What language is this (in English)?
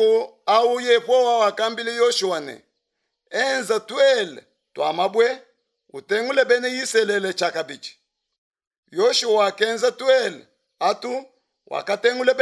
Luba-Lulua